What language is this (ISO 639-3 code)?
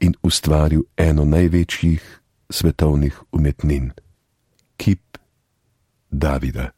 slv